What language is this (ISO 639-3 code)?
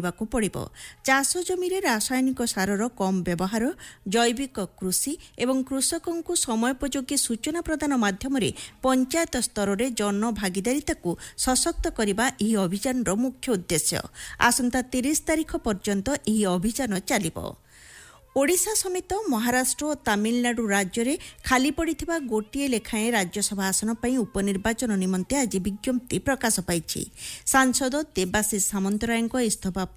ori